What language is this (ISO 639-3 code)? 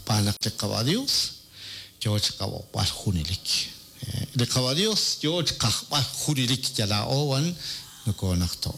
kek